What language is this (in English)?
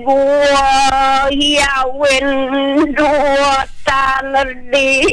Balinese